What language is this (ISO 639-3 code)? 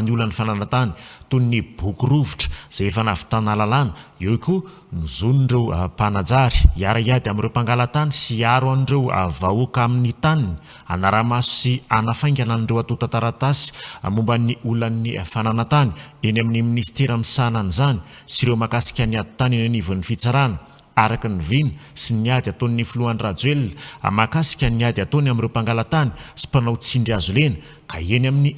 mlg